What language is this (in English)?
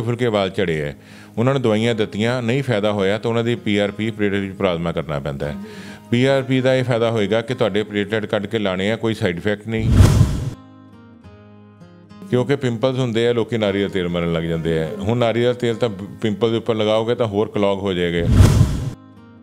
Punjabi